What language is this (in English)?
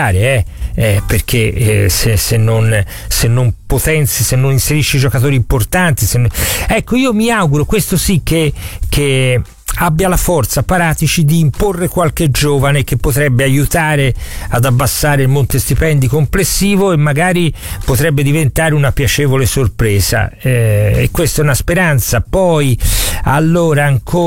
Italian